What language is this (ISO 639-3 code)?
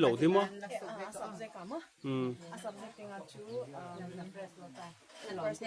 pck